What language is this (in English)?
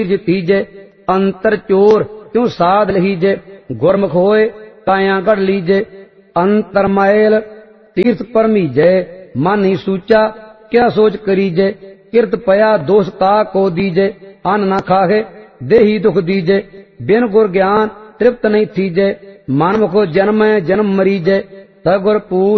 Punjabi